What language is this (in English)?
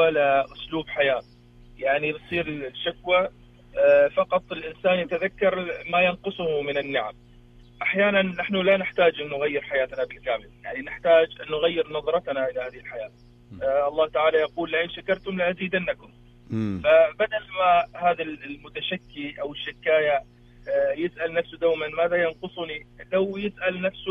Arabic